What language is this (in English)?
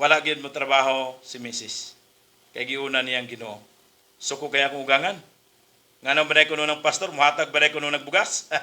Cebuano